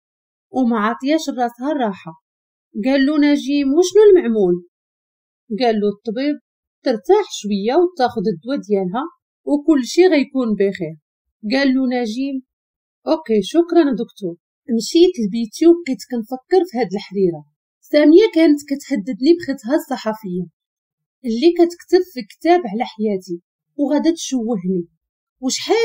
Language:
Moroccan Arabic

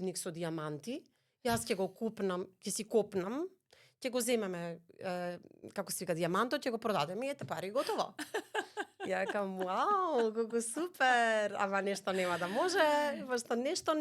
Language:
Macedonian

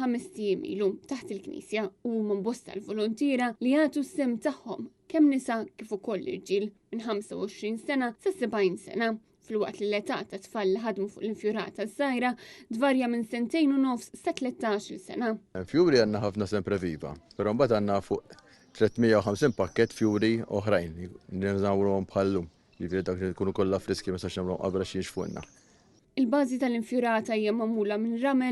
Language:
Maltese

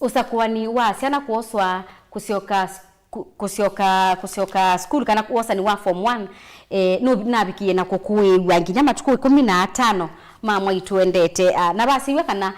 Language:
Kamba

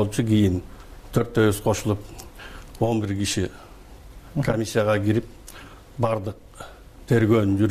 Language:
Kyrgyz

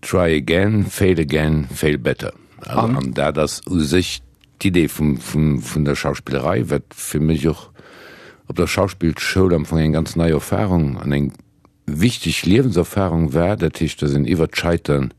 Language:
Luxembourgish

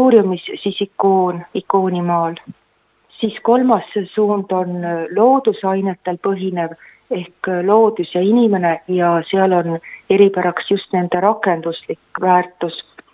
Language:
Estonian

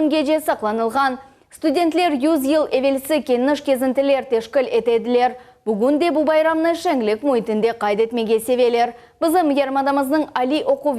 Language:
Crimean Tatar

